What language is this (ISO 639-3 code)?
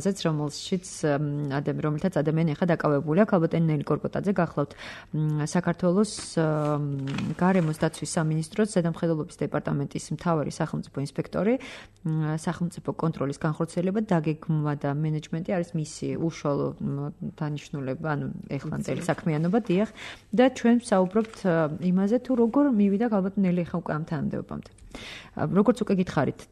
kat